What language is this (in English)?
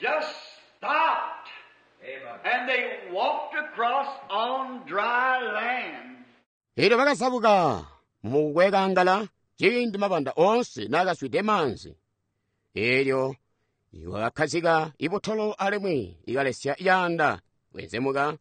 Tonga (Zambia)